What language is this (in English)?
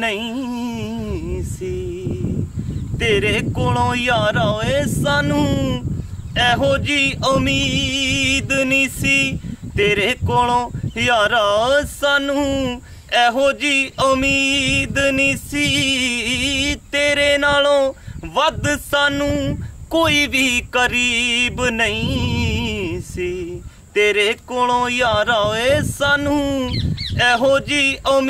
Punjabi